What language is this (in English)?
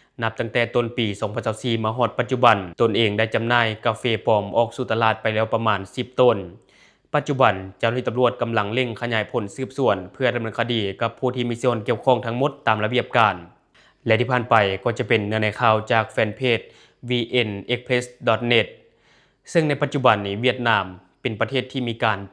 Lao